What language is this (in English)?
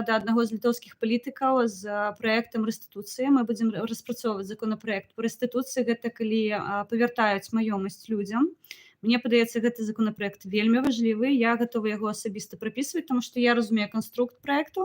Belarusian